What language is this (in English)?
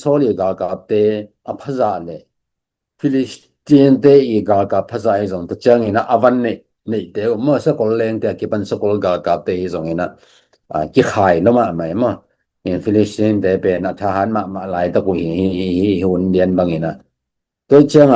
Tedim Chin